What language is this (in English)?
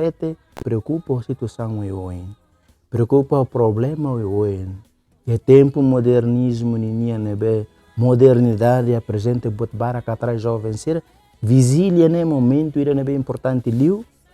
Tetum